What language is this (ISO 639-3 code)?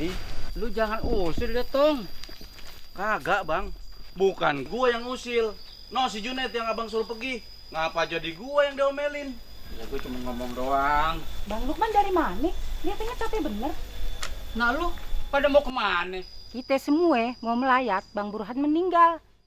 bew